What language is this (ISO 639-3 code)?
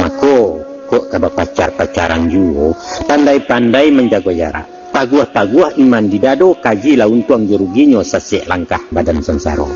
min